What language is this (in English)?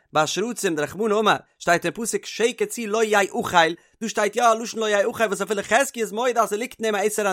Yiddish